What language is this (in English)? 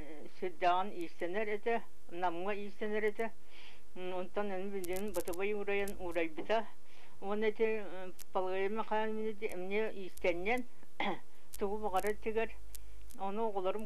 Yakut